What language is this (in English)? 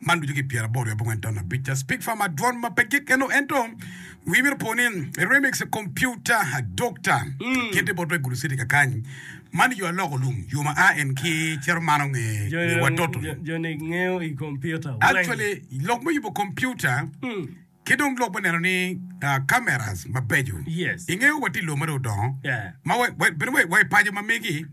Acoli